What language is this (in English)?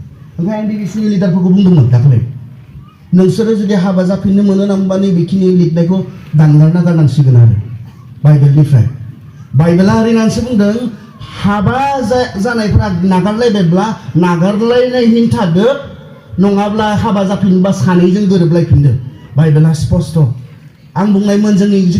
Bodo